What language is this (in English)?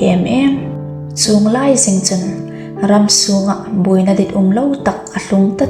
Hmar